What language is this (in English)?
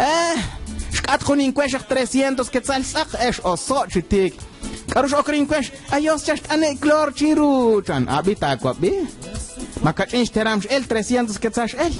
Kekchí